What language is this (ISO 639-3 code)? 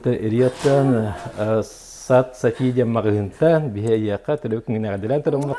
sah